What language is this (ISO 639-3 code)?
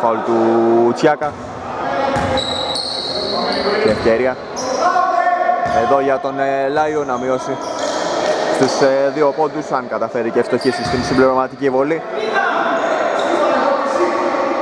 ell